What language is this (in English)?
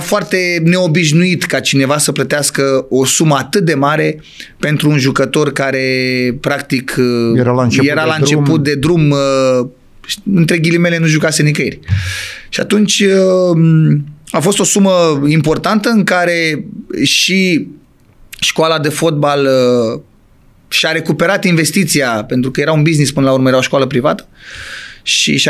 Romanian